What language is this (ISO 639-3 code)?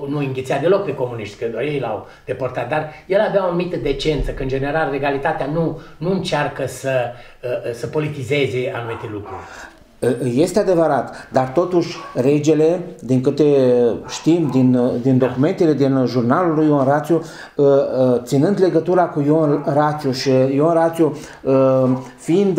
ron